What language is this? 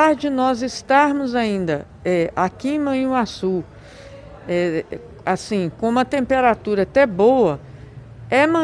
Portuguese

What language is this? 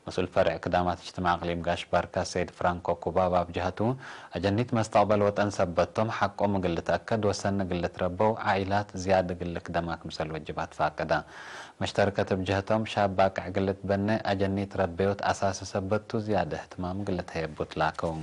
Tigre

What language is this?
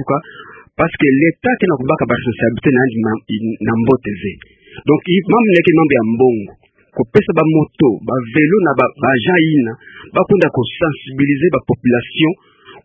Kituba (Democratic Republic of Congo)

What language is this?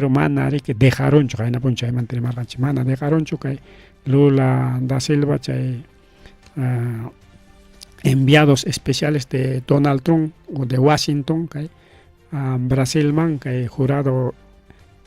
Ayacucho Quechua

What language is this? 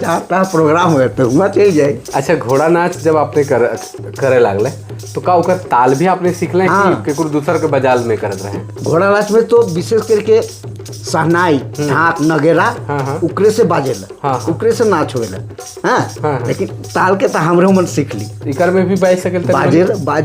Sadri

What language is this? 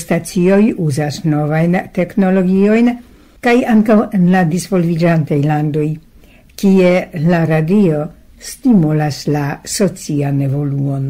Esperanto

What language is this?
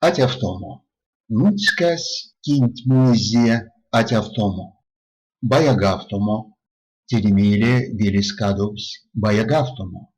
Erzya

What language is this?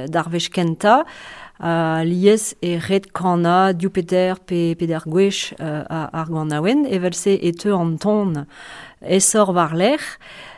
Breton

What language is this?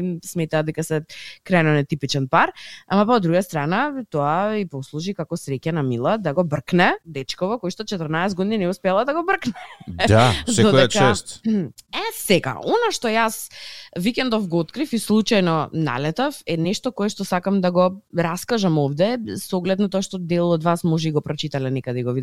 Macedonian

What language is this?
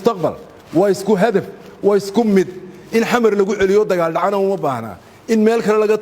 Somali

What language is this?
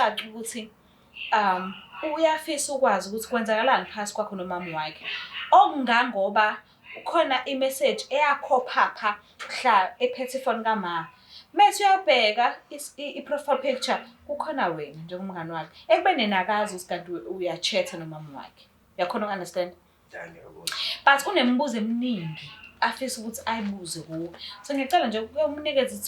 Zulu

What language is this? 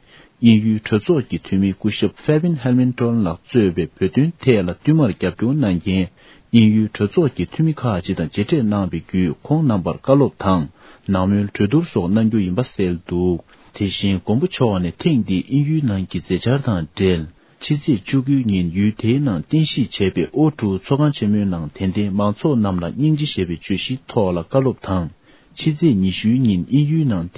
Tibetan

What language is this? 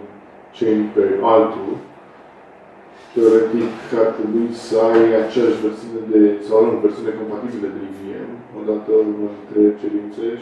Romanian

